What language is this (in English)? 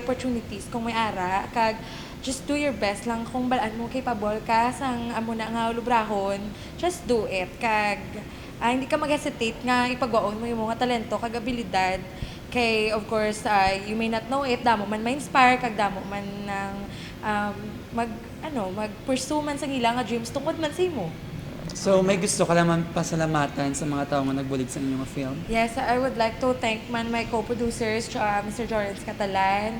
Hiligaynon